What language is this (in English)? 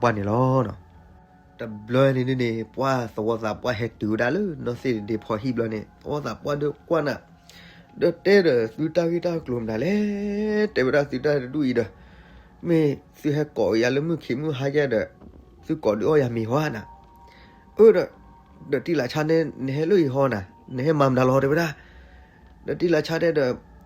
S'gaw Karen